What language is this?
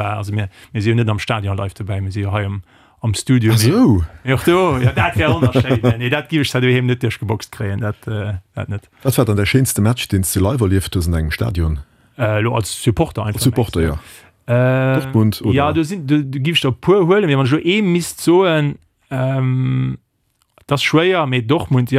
Luxembourgish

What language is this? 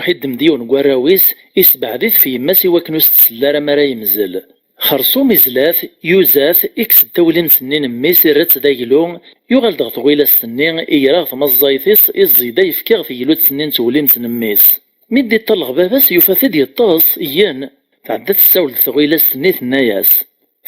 Kabyle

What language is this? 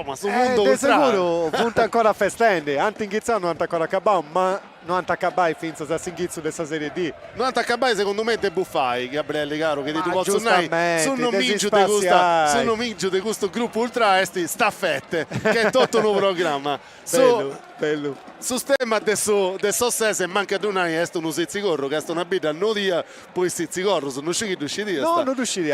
Sardinian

